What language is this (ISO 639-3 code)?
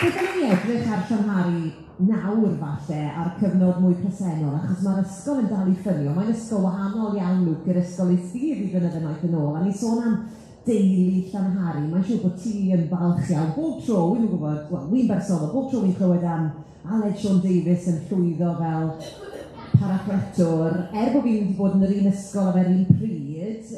cym